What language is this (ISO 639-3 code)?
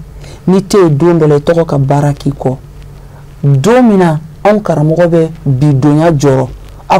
bam